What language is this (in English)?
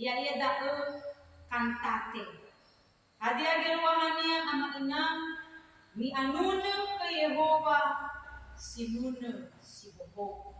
Nias